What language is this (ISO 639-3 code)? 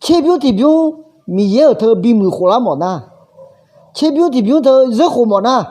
ahk